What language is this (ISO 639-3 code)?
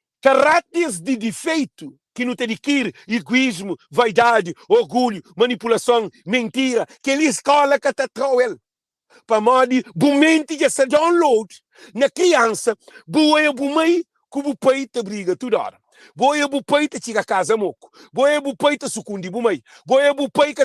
kea